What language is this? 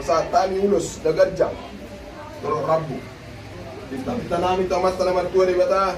Batak Toba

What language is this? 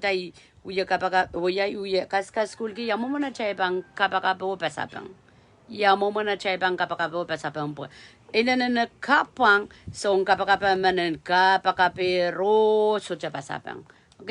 Pohnpeian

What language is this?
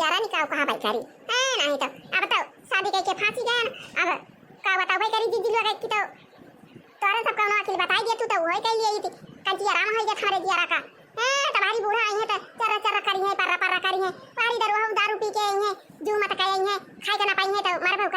Awadhi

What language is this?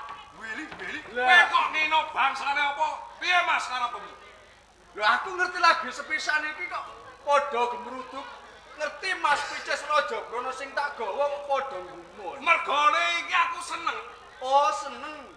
Javanese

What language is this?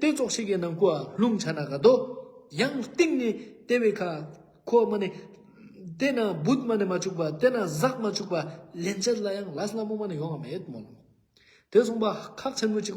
Ladakhi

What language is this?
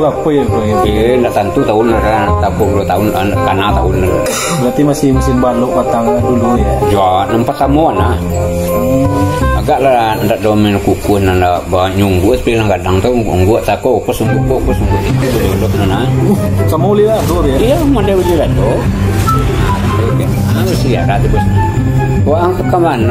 Minangkabau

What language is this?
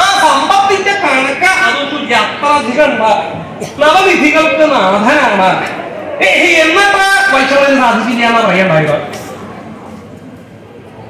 Malayalam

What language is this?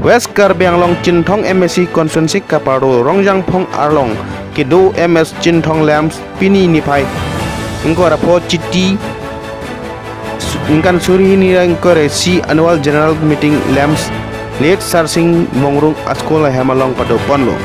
Karbi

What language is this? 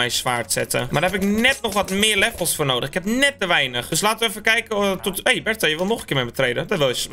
Dutch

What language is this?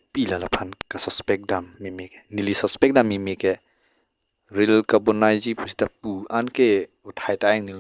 Karbi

